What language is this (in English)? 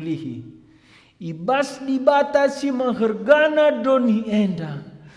Batak Karo